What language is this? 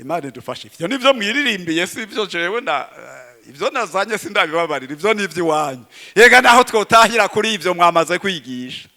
Rundi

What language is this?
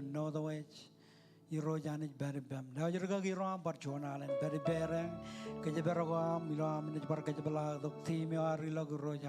Marshallese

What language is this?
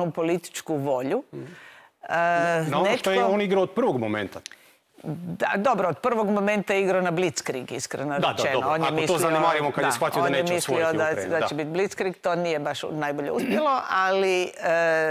Croatian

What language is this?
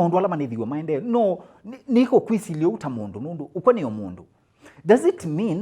Kamba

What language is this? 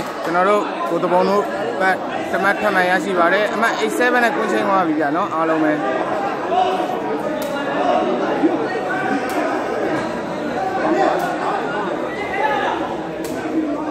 Burmese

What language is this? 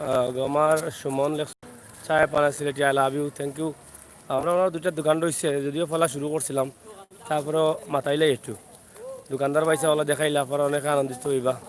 Sylheti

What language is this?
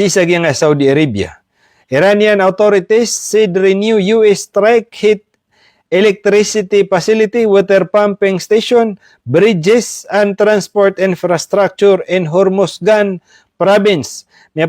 Maranao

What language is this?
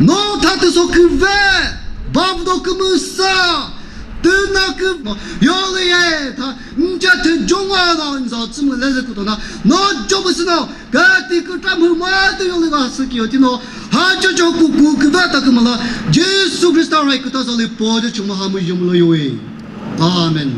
Chokri Naga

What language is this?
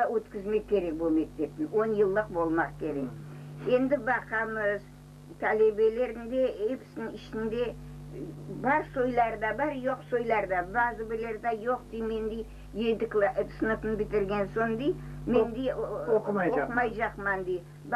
Crimean Tatar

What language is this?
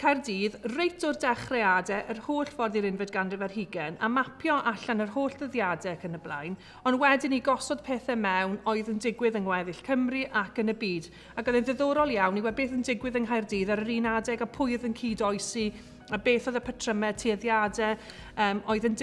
Welsh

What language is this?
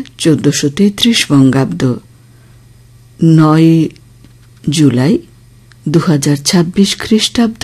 Bangla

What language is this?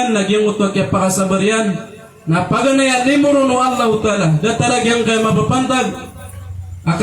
Maranao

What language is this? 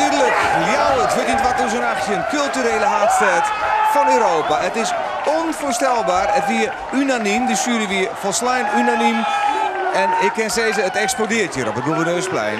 Western Frisian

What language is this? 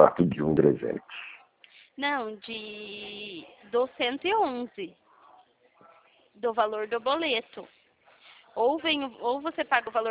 Portuguese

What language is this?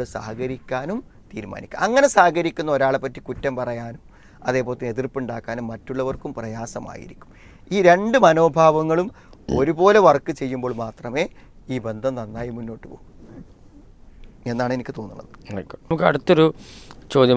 Malayalam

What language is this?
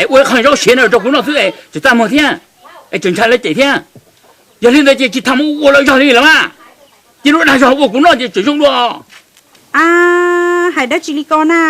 Hmong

